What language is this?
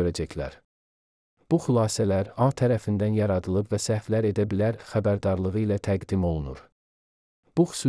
Azerbaijani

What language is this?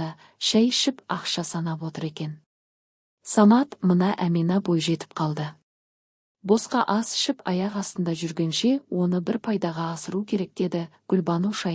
Kazakh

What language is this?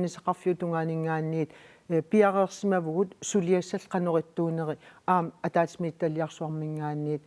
Kalaallisut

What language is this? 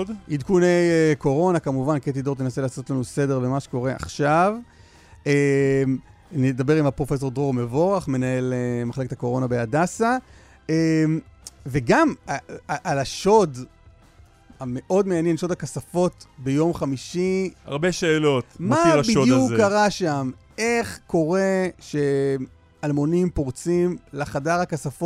Hebrew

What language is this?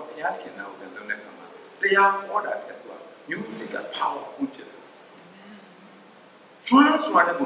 Burmese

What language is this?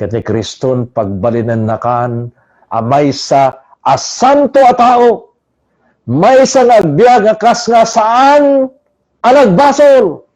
Iloko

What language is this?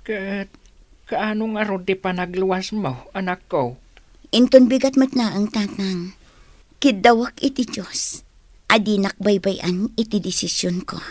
Iloko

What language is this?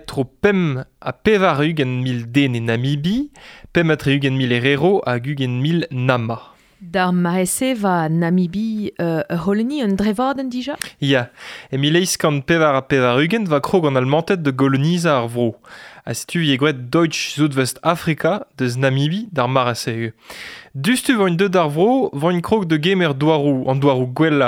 Breton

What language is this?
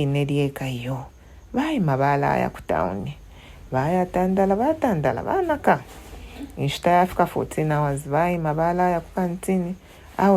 Bemba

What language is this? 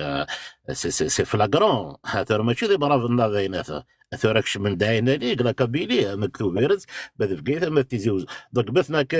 Kabyle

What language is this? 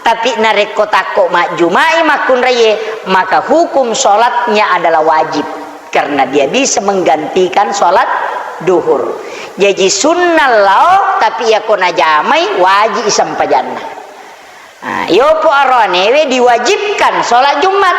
Buginese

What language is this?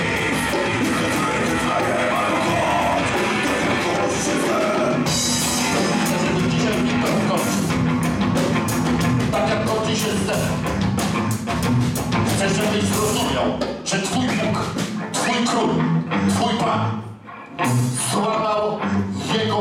Polish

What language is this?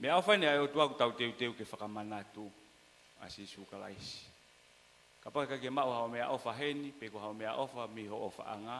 Tongan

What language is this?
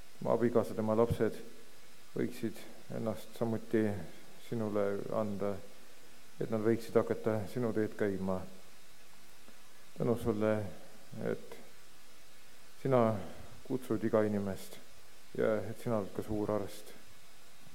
Estonian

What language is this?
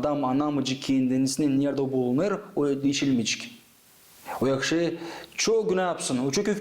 Gagauz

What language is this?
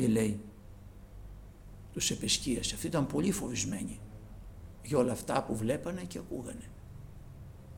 Greek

